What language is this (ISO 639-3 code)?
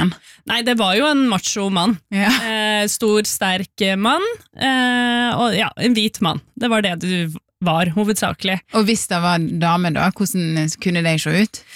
nor